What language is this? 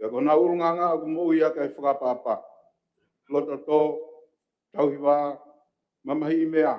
Tongan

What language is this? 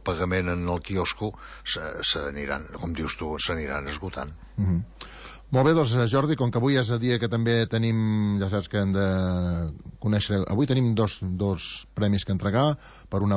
Catalan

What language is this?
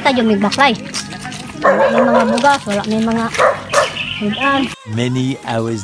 Cebuano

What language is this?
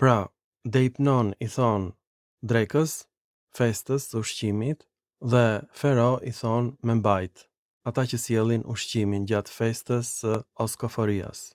Albanian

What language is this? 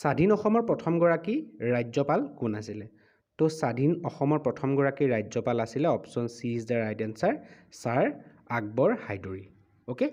Assamese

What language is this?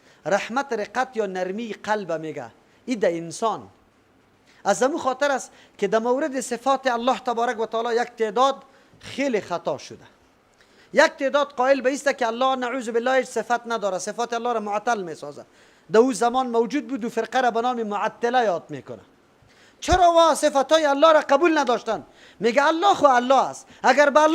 Persian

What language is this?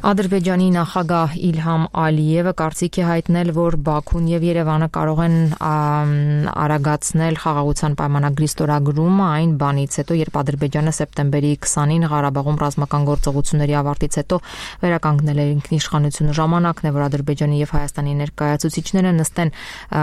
Armenian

